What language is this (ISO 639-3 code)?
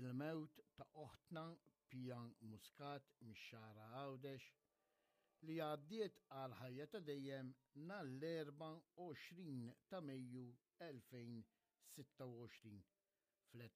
mlt